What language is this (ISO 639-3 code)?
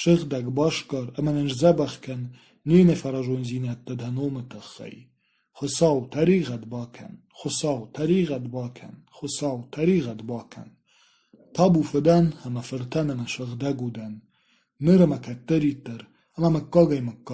oss